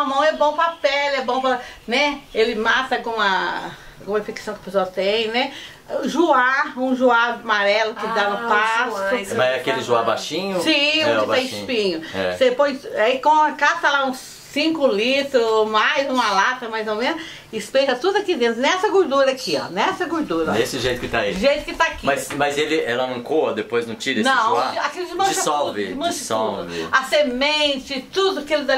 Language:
Portuguese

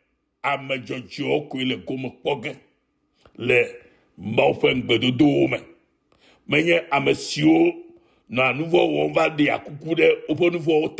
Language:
Ewe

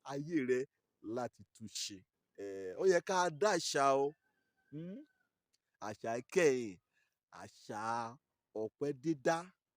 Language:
Yoruba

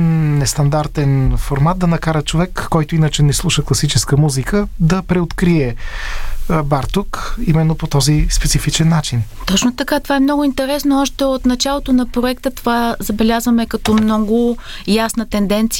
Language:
Bulgarian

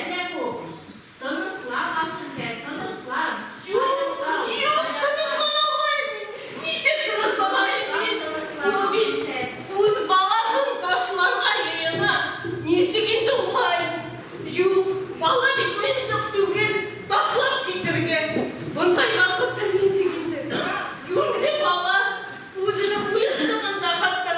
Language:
Bashkir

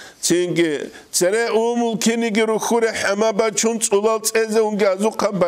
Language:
Avaric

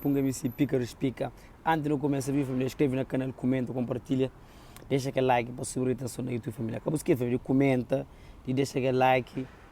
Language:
Kabuverdianu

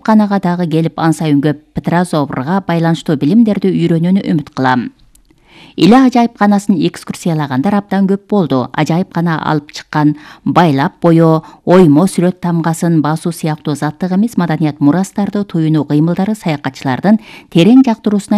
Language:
Kyrgyz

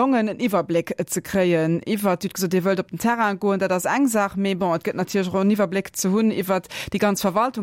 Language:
Luxembourgish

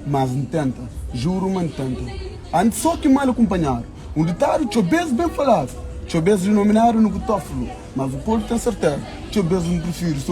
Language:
Kabuverdianu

